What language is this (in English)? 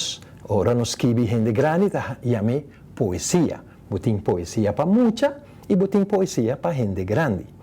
Papiamento